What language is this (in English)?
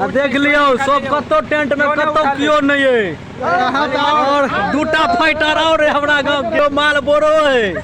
Maithili